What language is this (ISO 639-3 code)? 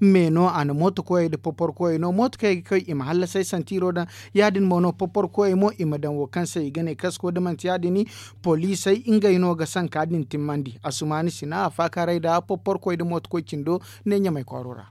dje